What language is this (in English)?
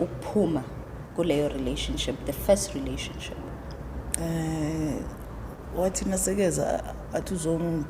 Zulu